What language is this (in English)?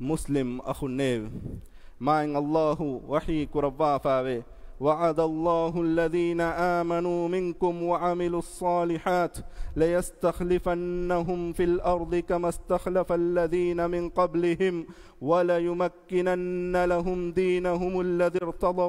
Divehi